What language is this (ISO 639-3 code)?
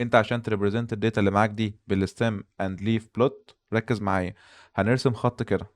arz